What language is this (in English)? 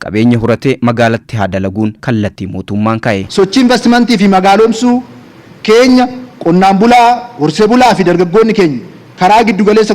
Oromo